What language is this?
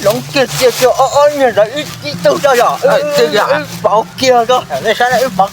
Hmong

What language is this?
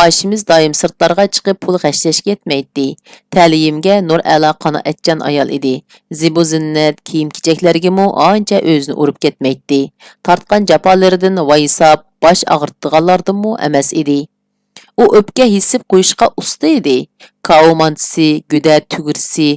Uyghur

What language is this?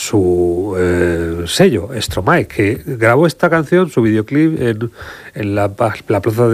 Spanish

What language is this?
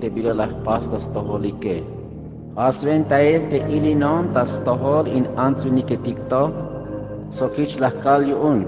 Tzeltal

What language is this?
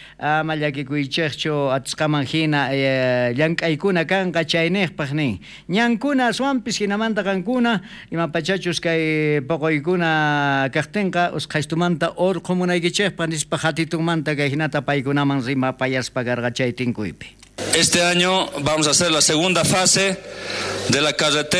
South Bolivian Quechua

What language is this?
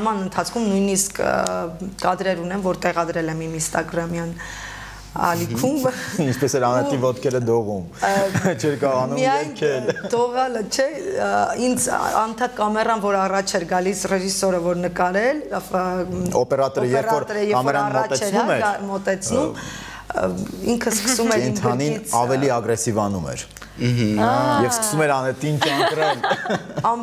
Armenian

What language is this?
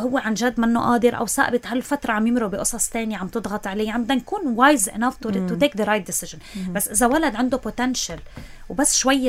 North Levantine Arabic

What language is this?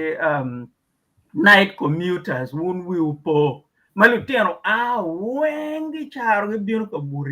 Acoli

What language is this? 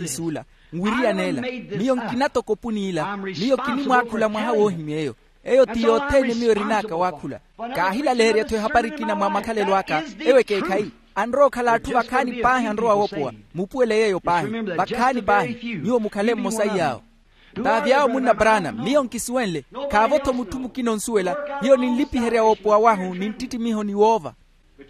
Makhuwa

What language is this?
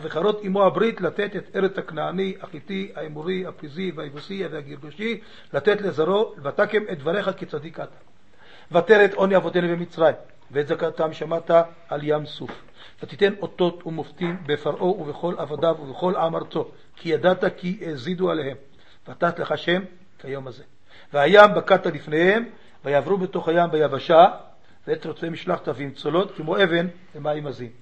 Hebrew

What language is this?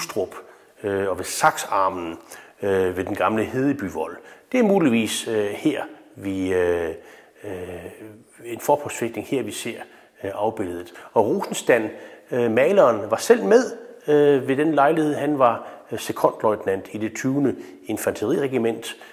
Danish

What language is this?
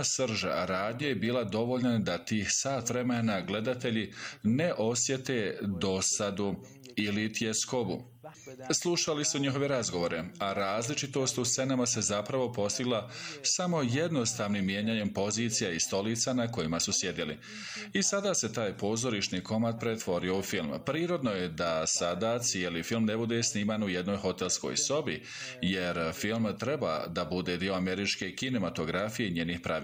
Bosnian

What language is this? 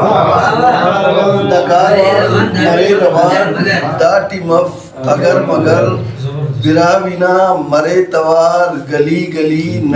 Brahui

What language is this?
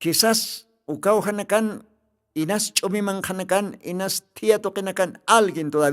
Aymara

